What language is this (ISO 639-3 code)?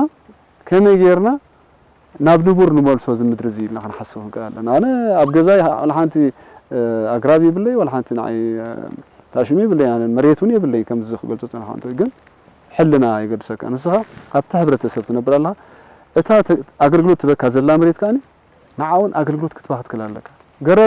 tir